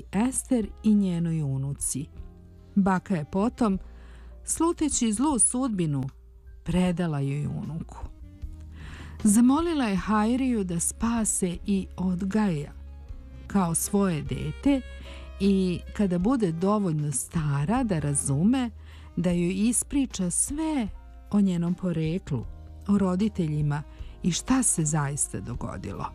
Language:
Serbian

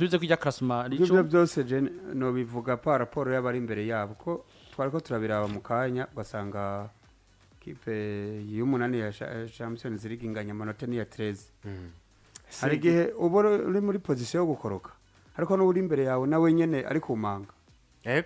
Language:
Rundi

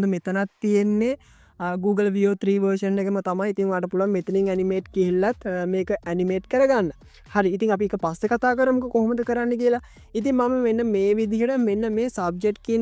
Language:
Sinhala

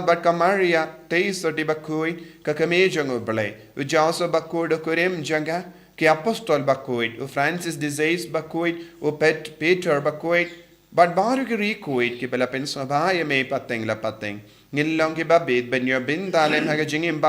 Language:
Khasi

